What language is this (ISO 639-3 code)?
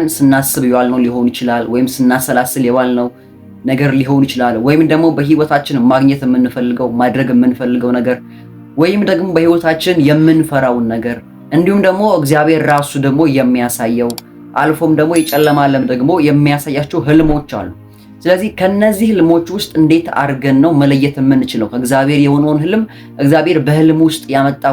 amh